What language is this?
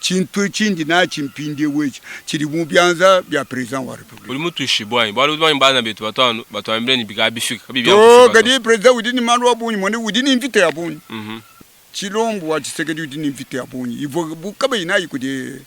Luba-Lulua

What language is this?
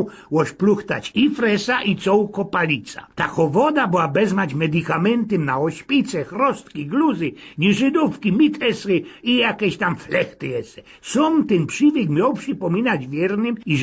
Silesian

